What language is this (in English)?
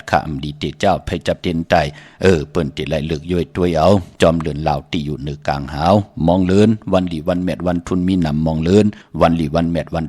Shan